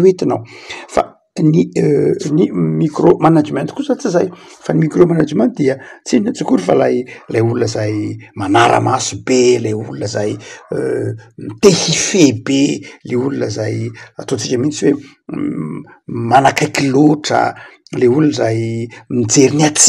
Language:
Malagasy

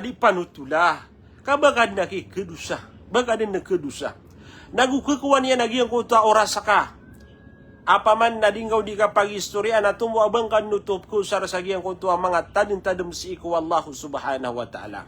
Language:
Maranao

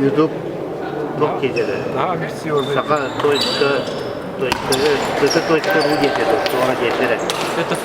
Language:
Yakut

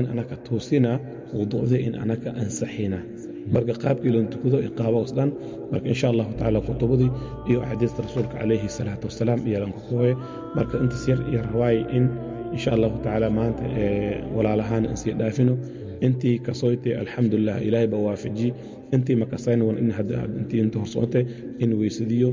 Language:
Somali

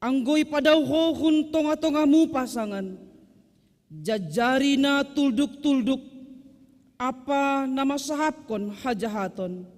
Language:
Batak Simalungun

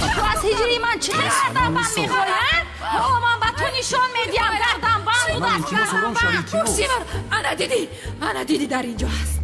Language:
Tajik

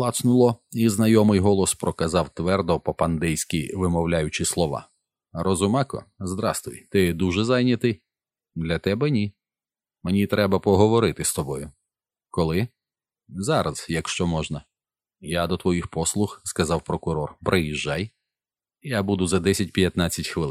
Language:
Ukrainian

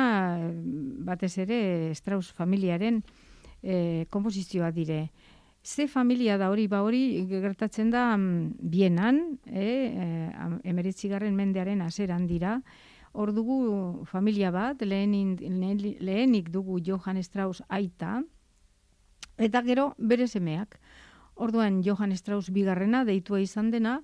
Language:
Basque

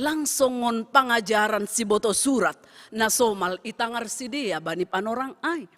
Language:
Batak Simalungun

